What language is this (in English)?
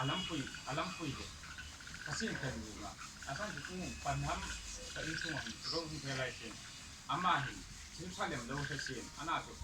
Hmar